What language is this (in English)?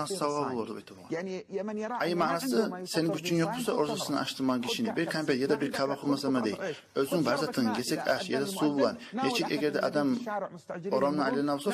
Kumyk